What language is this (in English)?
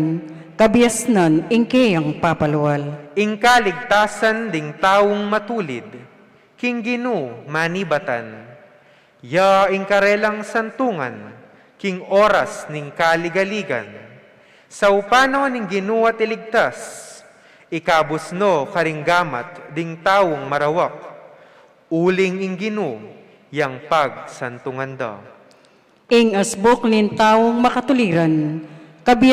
Pampanga